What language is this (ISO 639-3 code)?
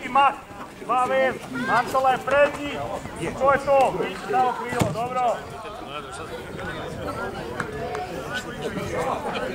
hrv